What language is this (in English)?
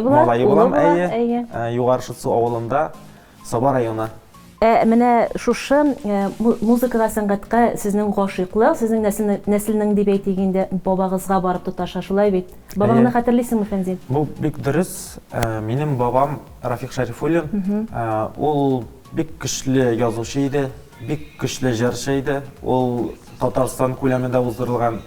Tatar